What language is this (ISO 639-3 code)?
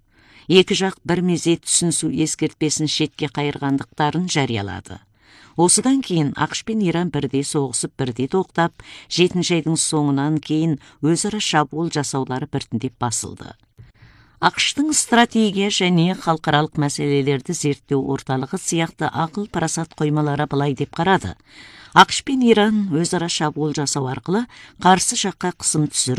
kaz